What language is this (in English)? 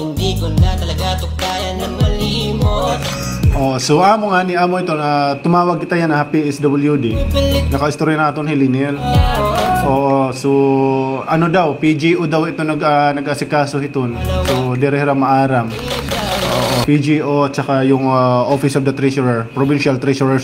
Waray